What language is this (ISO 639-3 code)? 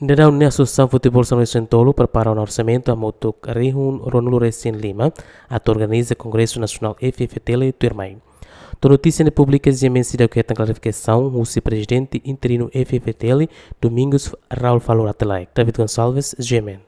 tet